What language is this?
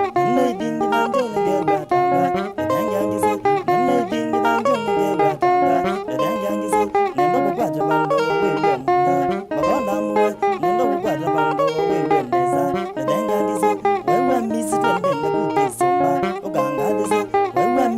Kamba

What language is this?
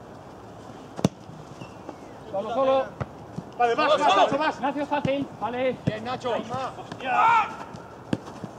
Spanish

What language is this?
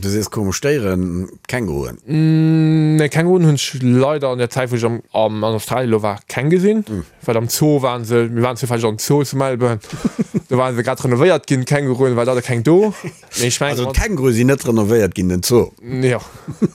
Luxembourgish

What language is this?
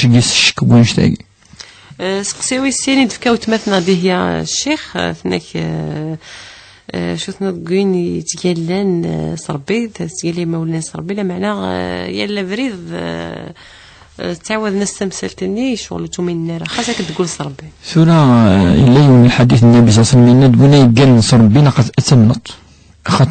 Kabyle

